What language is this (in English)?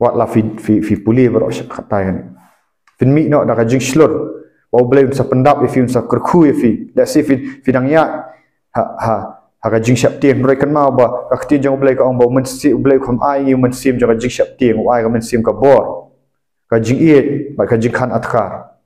Khasi